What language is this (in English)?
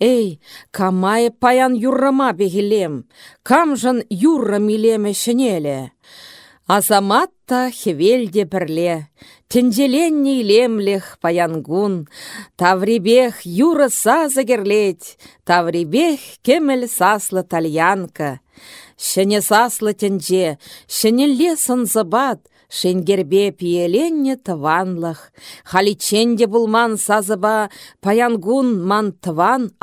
Chuvash